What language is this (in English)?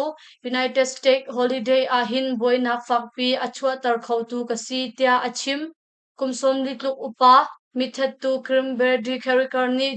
Hakha Chin